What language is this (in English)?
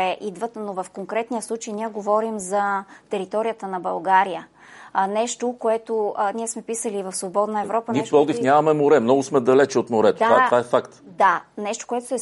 Bulgarian